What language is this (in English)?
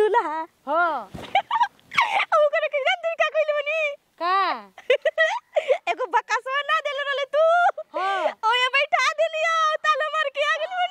Bhojpuri